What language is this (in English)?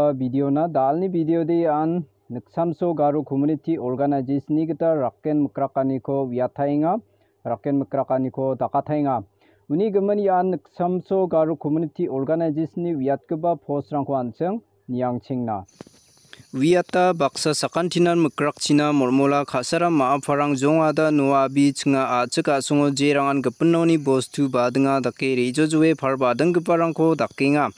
Garo